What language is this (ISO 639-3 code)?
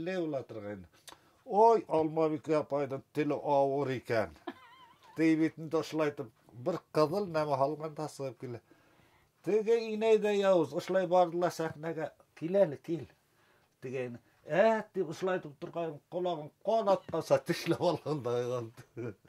bak